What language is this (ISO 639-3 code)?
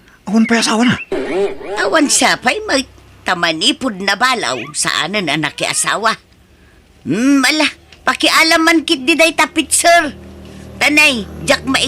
ilo